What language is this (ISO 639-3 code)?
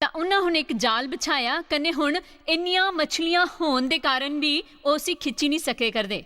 doi